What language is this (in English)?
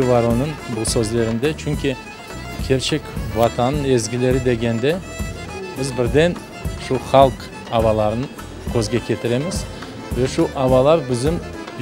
Crimean Tatar